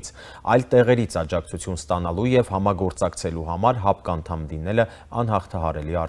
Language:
Armenian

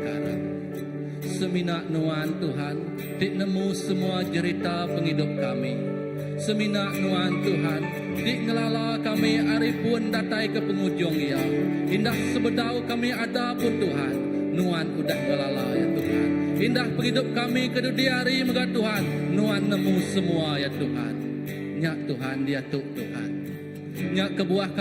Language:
Iban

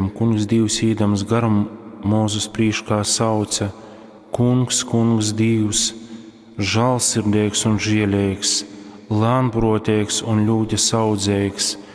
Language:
Latgalian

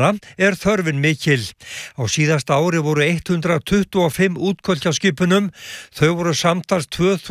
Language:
Icelandic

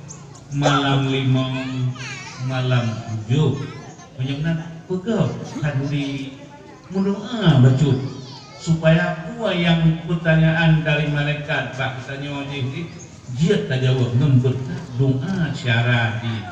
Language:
Achinese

